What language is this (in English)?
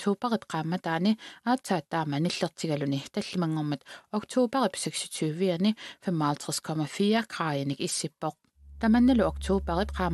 Kalaallisut